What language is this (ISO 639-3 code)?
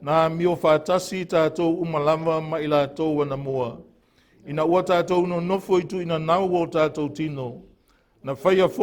smo